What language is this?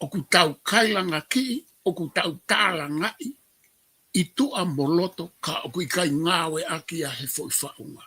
Tongan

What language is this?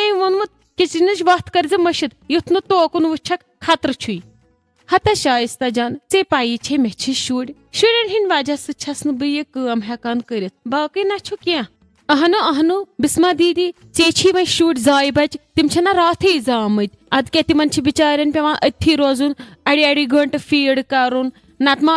Kashmiri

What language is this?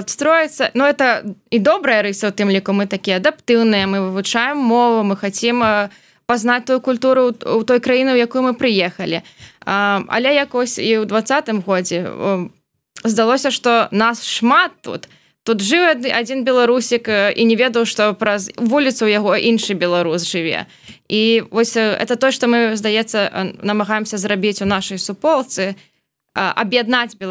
Belarusian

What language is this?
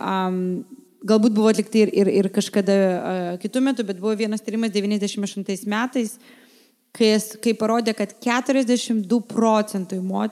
Lithuanian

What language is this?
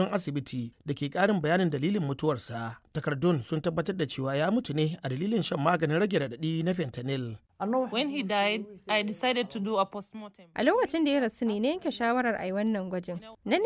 Hausa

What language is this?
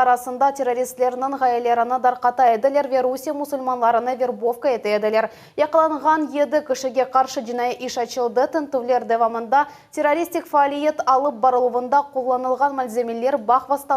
Crimean Tatar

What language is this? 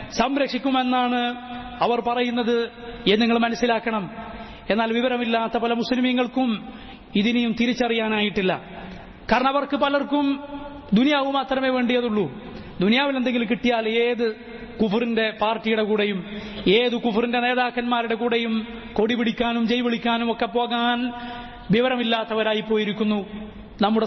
Malayalam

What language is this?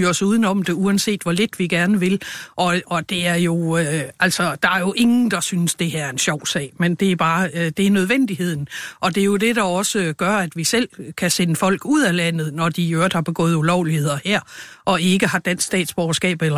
Danish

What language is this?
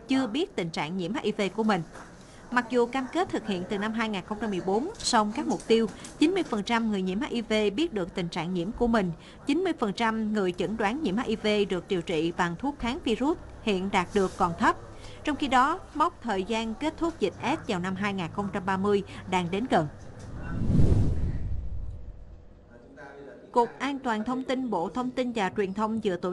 Vietnamese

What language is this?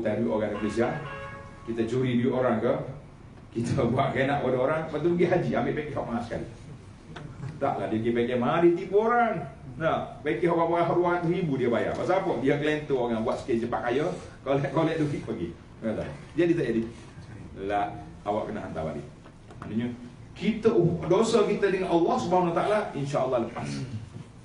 Malay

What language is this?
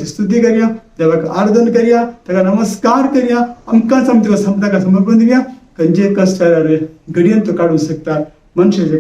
Konkani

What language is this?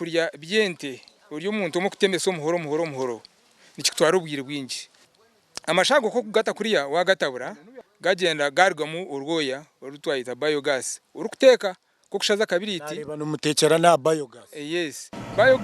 Nyankole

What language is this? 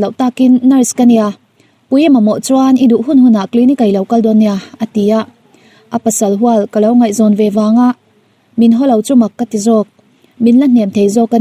Mizo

